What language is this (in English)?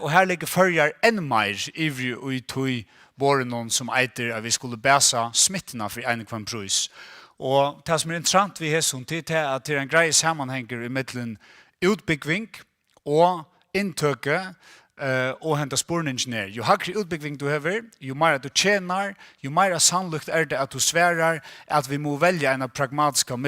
Faroese